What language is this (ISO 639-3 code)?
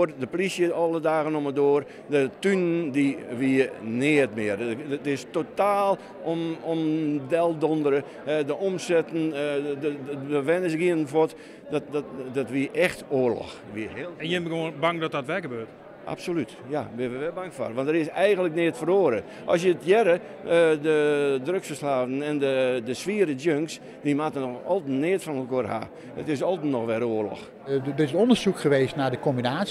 fry